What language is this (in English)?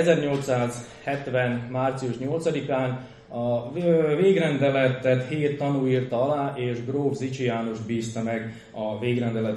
Hungarian